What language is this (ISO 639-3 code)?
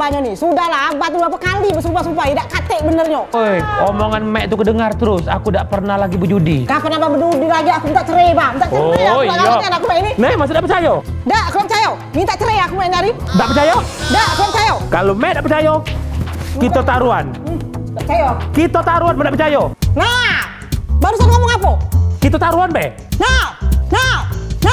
mui